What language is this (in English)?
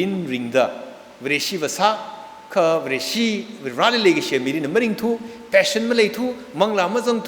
Tangkhul Naga (India)